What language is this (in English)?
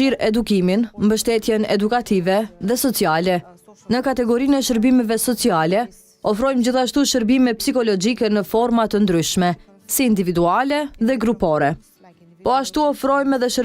Albanian